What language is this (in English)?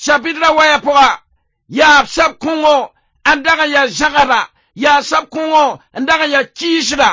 Mossi